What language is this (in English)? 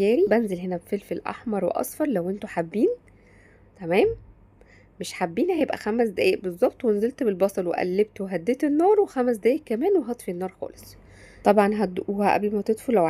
Egyptian Arabic